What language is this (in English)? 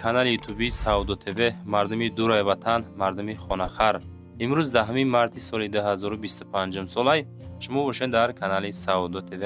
Tajik